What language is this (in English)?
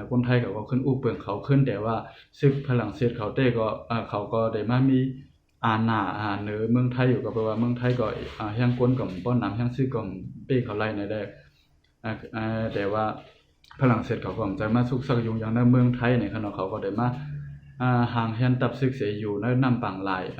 Shan